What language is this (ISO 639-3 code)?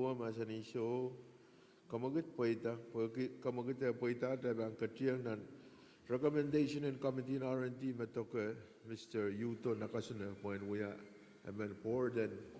pon